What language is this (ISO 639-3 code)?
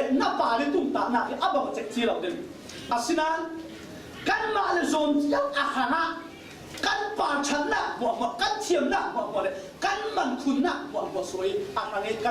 cfm